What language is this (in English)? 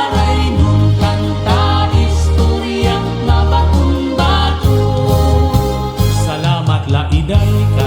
Waray